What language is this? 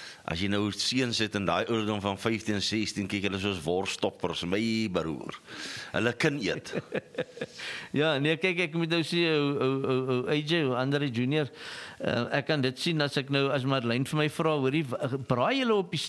Afrikaans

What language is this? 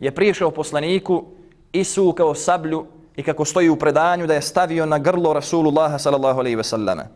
Bosnian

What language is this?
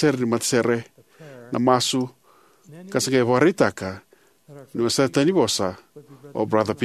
Fijian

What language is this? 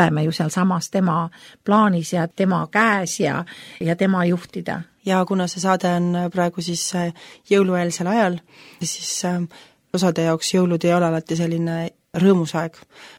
Estonian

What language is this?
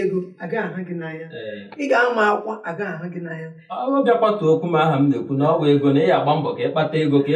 Igbo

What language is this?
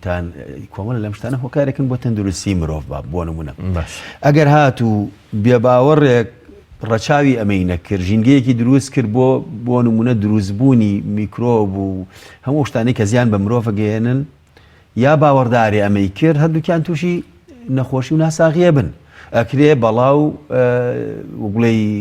Central Kurdish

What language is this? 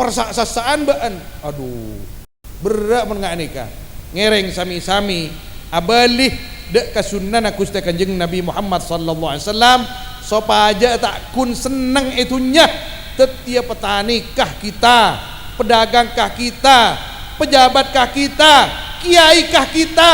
Madurese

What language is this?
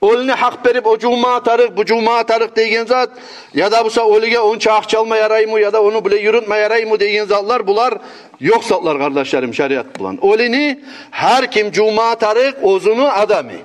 Kumyk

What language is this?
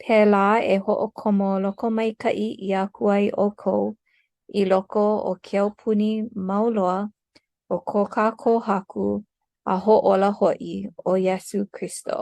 Hawaiian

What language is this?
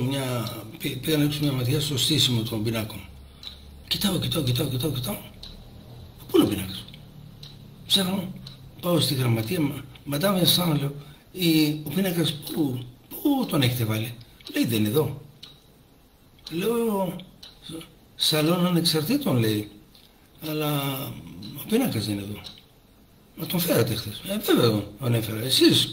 Greek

